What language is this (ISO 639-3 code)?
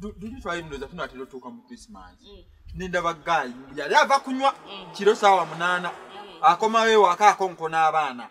lug